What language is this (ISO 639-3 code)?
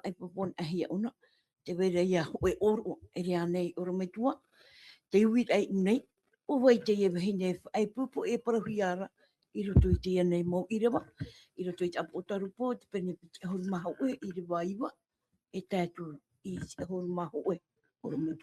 tah